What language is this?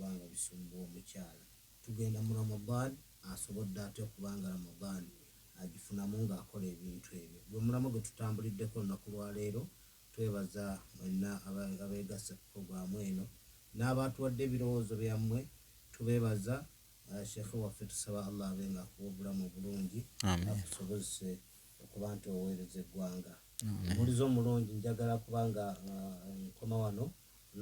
Ganda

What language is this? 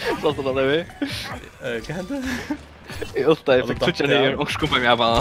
Faroese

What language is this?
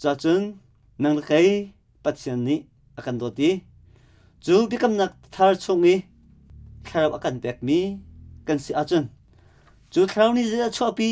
Hakha Chin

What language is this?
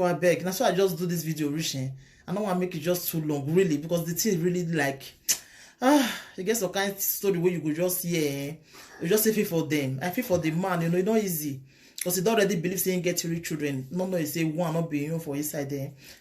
Nigerian Pidgin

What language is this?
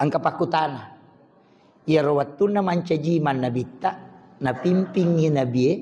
Buginese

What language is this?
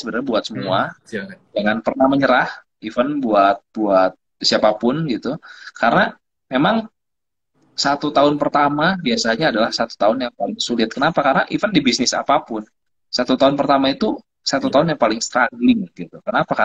Indonesian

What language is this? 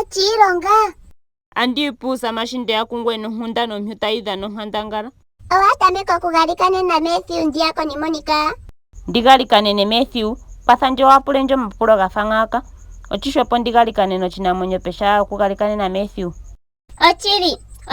Ndonga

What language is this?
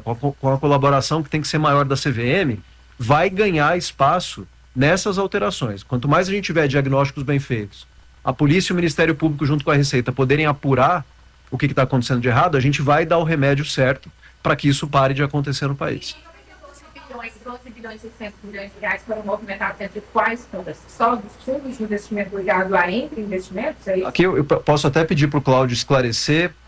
Portuguese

